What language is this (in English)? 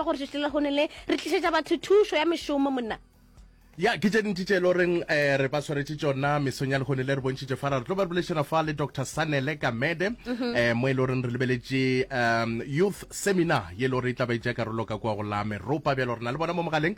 Northern Sotho